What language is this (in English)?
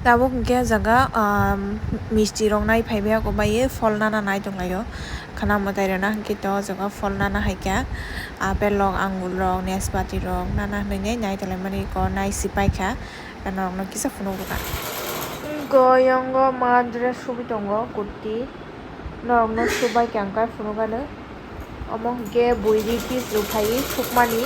Kok Borok